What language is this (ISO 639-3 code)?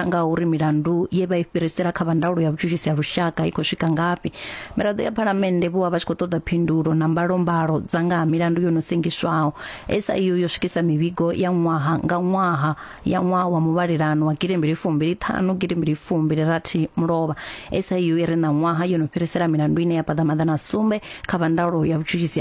ven